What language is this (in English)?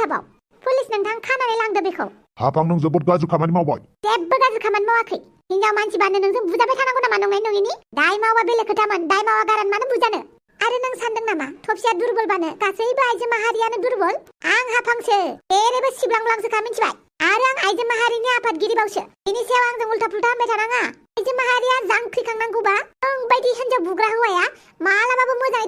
Bodo